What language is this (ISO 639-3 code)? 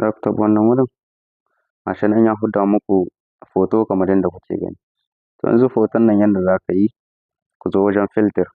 hau